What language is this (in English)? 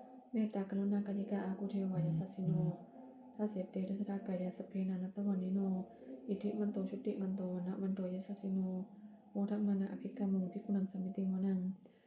Pali